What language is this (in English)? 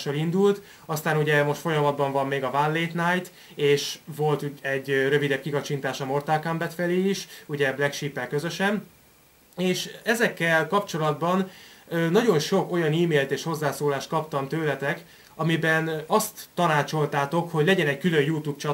Hungarian